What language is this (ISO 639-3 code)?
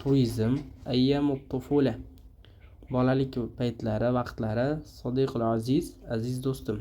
uzb